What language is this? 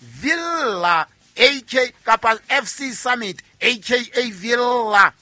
Southern Sotho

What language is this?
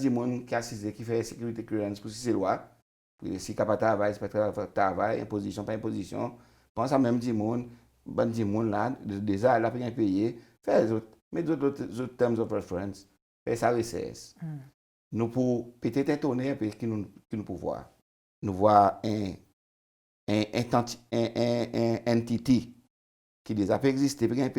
Seselwa Creole French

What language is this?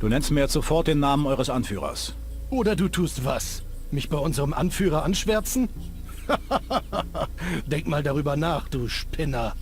Bavarian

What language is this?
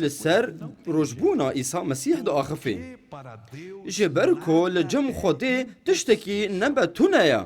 Kurdish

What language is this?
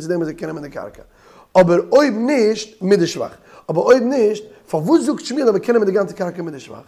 Yiddish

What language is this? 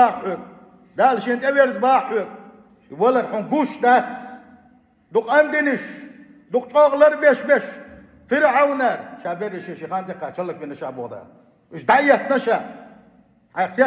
Chechen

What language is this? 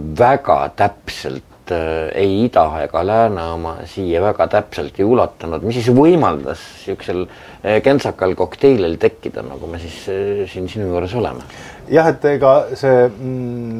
Estonian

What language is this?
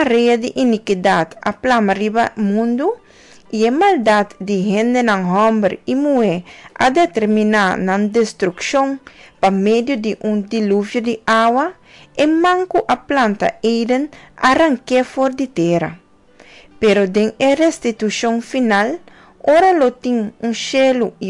Papiamento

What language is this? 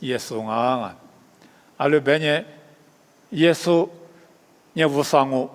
Lisu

